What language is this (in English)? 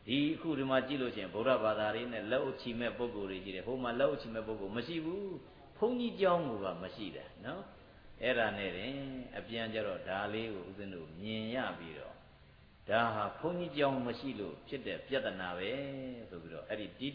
Burmese